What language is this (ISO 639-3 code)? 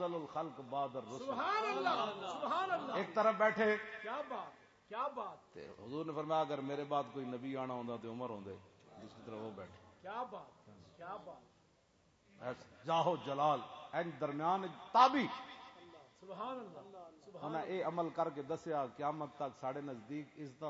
lah